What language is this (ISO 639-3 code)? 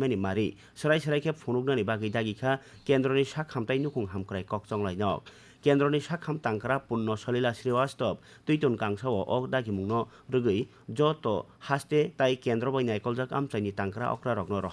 trp